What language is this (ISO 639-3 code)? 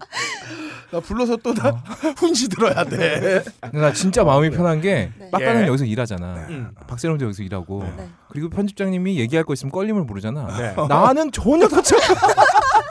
kor